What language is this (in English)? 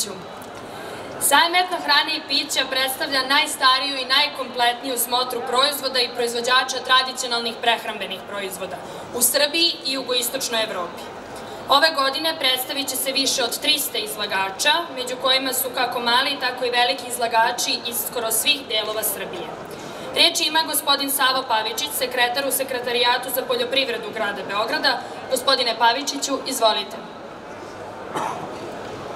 Serbian